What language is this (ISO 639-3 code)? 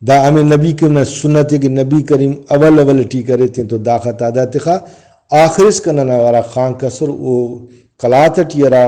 brh